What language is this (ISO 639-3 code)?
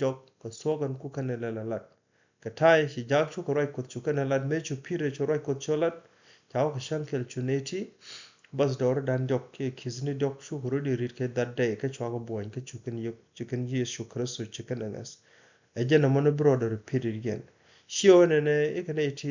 nus